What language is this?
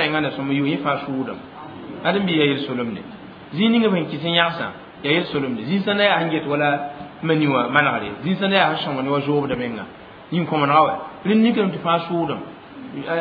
Mossi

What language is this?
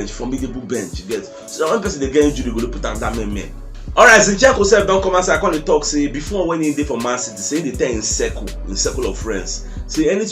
Nigerian Pidgin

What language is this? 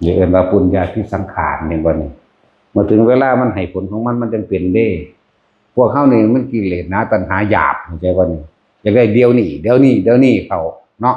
Northeastern Thai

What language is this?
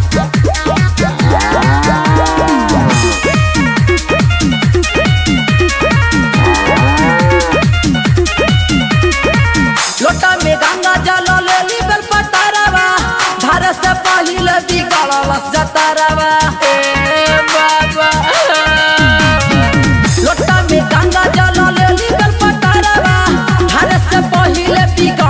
Bhojpuri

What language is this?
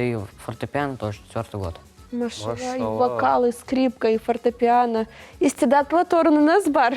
Crimean Tatar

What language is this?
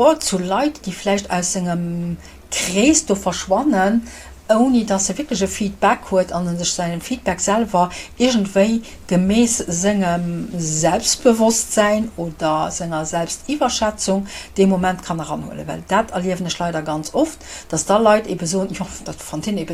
Luxembourgish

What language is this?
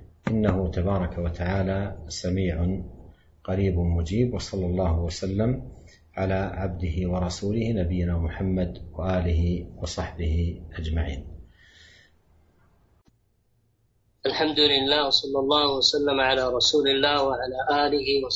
Arabic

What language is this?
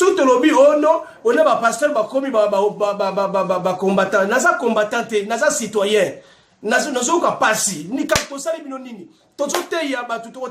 Lingala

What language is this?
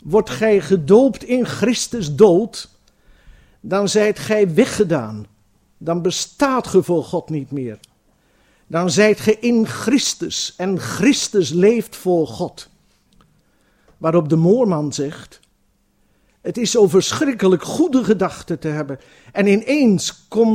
Dutch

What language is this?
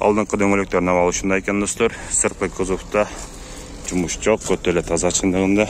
Kyrgyz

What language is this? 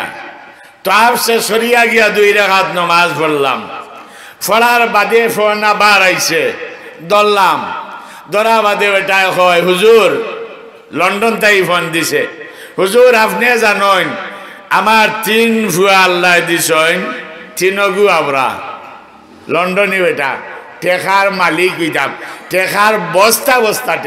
Sylheti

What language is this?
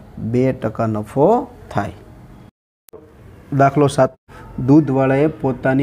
Gujarati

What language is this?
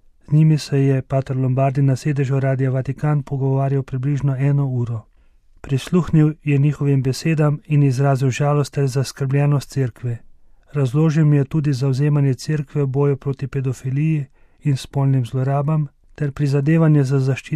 Slovenian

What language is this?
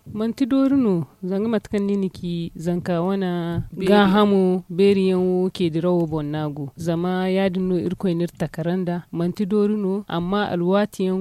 Zarma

